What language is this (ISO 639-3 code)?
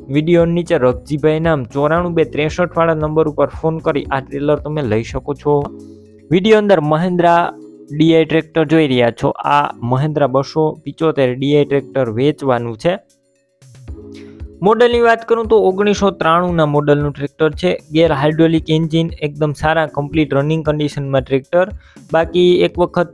guj